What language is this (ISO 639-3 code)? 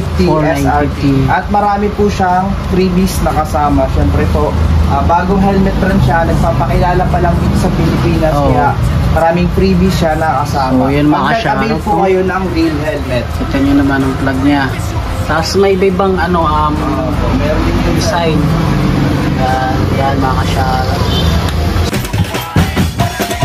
fil